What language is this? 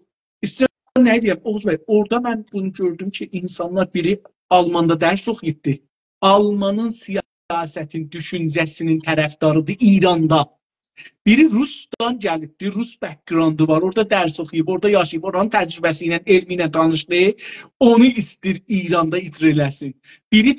South Azerbaijani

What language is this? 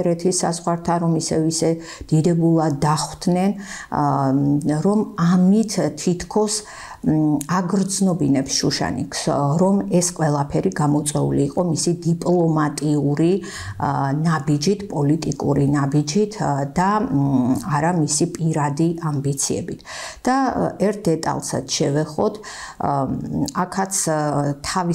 Georgian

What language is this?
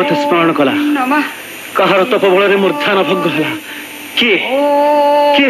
Odia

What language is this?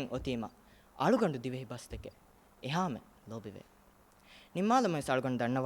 Divehi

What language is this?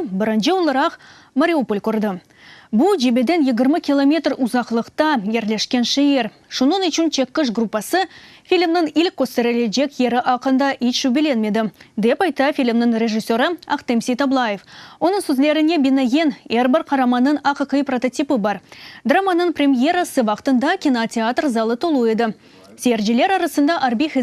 Crimean Tatar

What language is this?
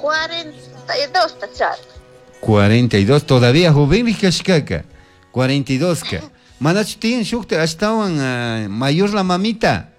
Chimborazo Highland Quichua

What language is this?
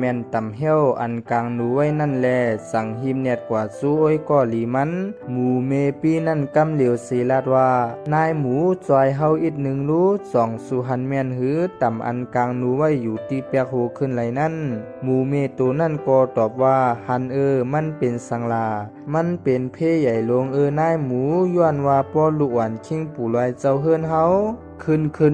Shan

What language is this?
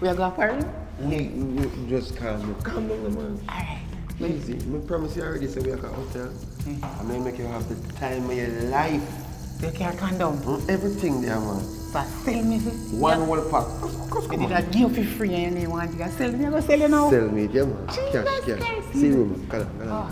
Jamaican Creole English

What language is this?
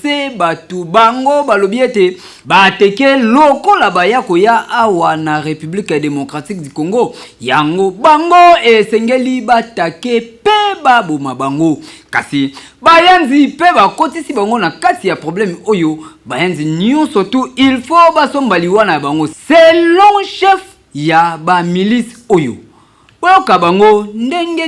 Lingala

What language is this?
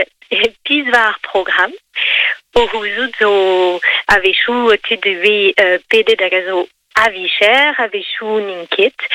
Breton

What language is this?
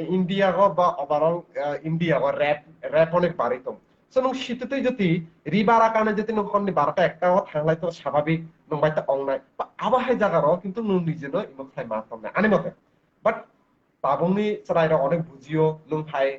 Kok Borok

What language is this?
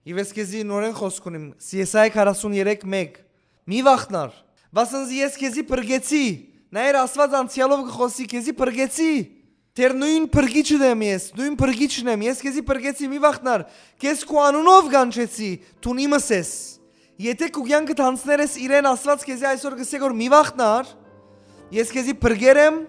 Western Armenian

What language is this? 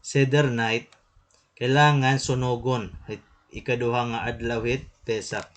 Waray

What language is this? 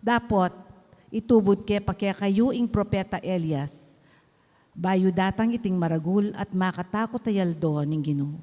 Pampanga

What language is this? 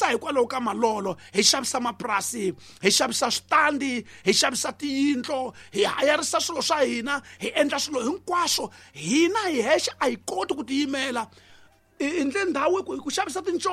Tsonga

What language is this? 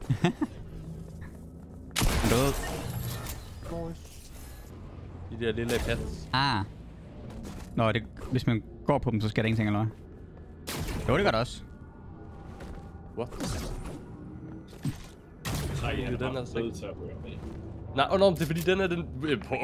Danish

